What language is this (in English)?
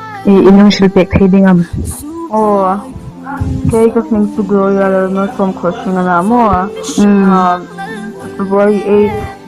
Hmar